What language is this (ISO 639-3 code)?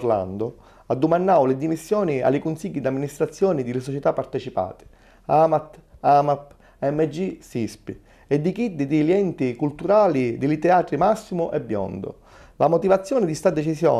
scn